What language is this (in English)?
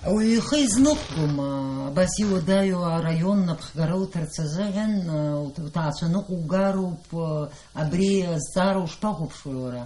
Abkhazian